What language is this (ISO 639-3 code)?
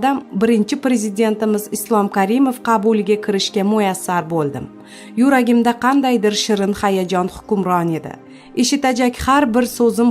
uzb